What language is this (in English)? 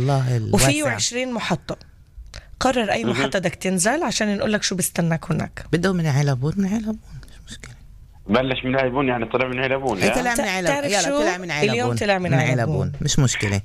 North Levantine Arabic